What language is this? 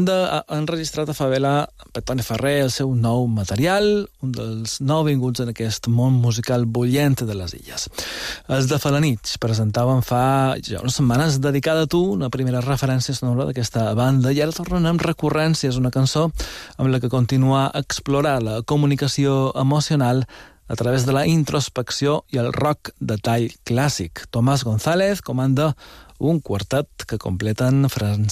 Catalan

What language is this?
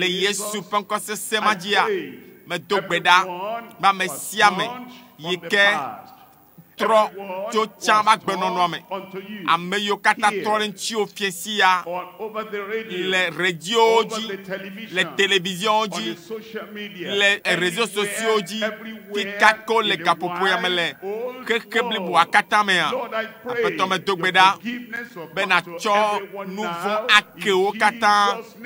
Ewe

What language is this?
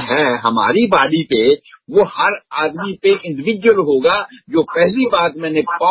Hindi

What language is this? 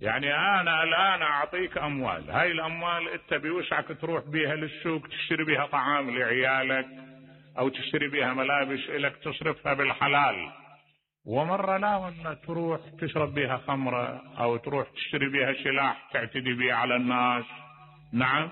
Mesopotamian Arabic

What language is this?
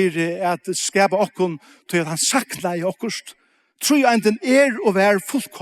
Faroese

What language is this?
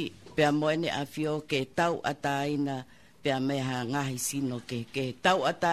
Tongan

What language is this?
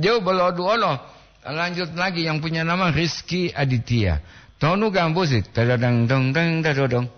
Gorontalo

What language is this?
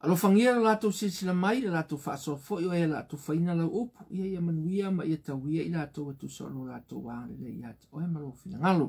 Samoan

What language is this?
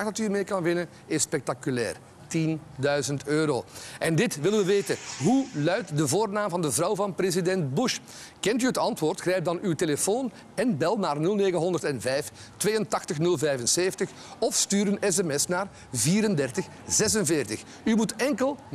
Dutch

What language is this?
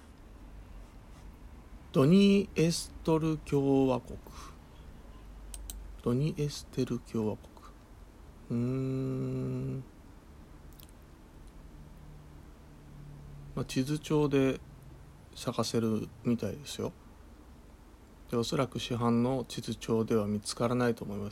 Japanese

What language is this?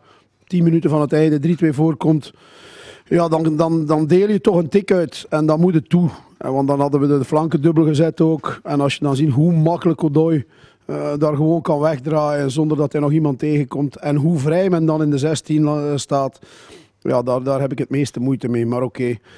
Dutch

